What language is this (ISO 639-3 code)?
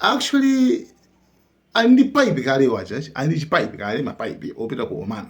nya